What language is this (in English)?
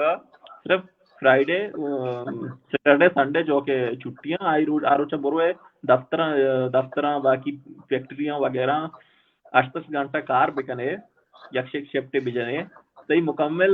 Baluchi